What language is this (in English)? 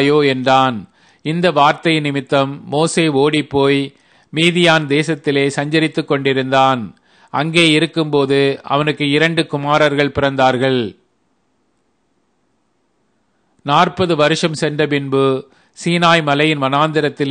Tamil